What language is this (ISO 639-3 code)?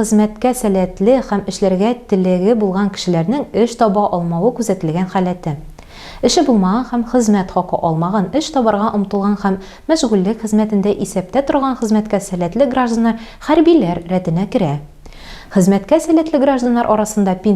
tat